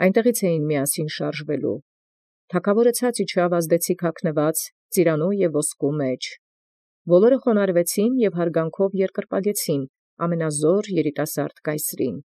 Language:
Armenian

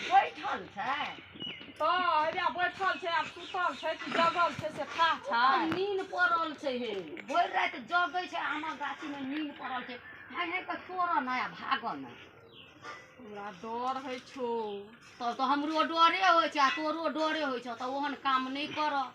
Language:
Maithili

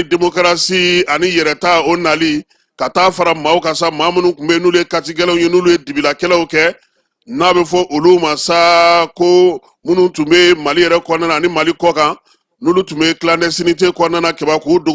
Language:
Bambara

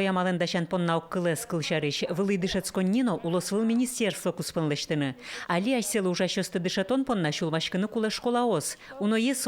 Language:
Udmurt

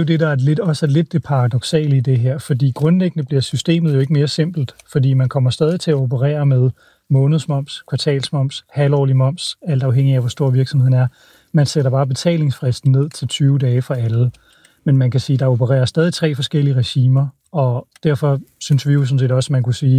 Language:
Danish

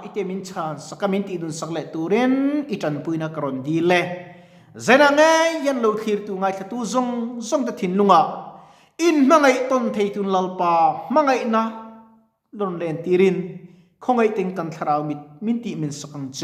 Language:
Mizo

